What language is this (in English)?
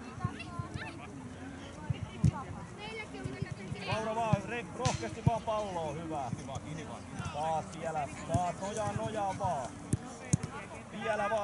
Finnish